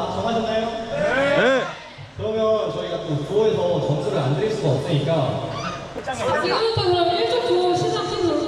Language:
Korean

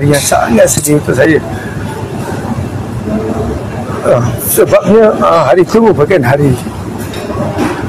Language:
Malay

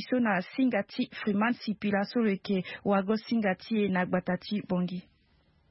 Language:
Sango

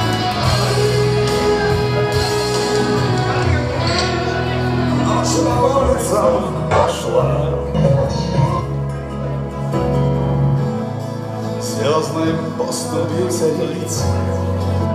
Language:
Russian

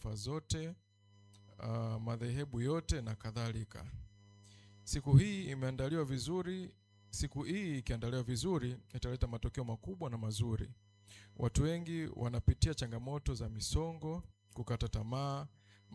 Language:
Swahili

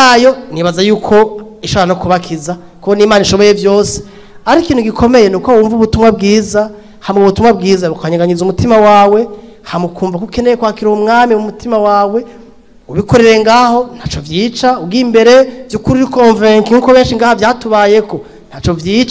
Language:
Rundi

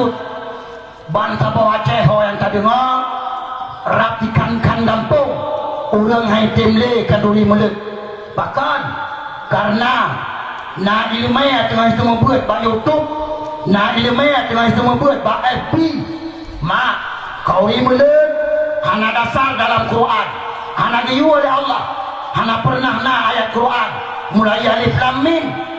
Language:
Achinese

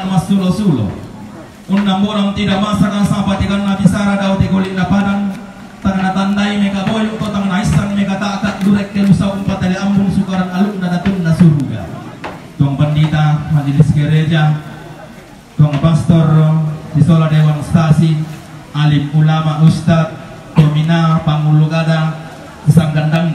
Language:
Toraja-Sa'dan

